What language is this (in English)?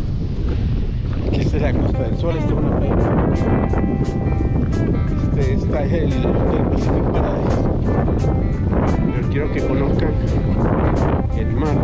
Spanish